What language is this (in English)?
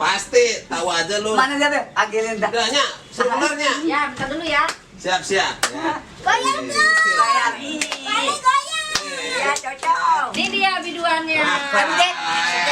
Betawi